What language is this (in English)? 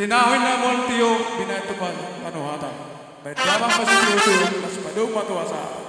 Batak Toba